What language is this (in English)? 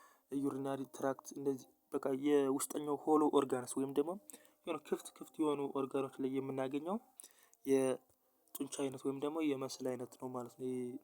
Amharic